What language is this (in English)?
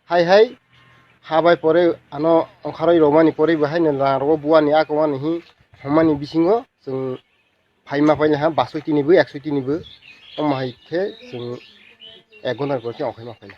Kok Borok